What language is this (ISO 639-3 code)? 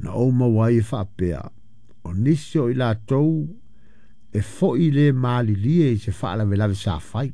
smo